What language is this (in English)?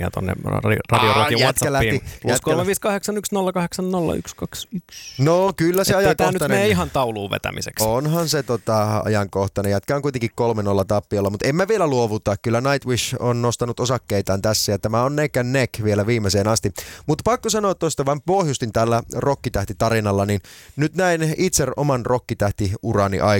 Finnish